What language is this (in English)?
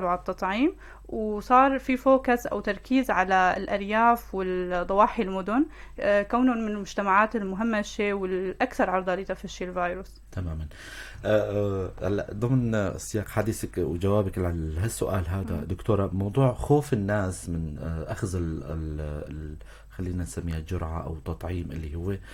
North Levantine Arabic